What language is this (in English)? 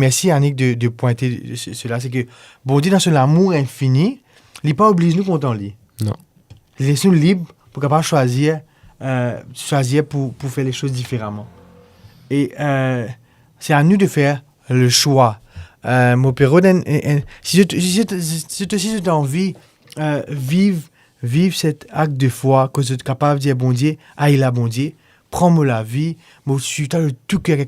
Morisyen